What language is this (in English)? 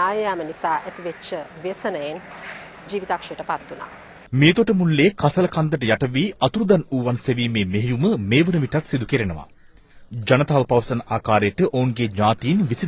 Sinhala